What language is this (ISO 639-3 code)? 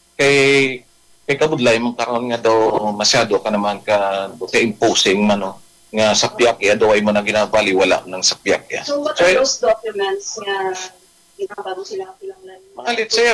hil